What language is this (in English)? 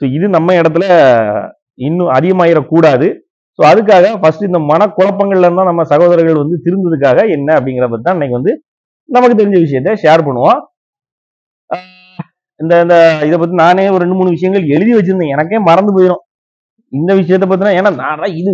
Tamil